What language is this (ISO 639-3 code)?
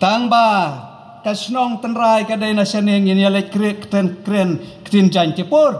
kha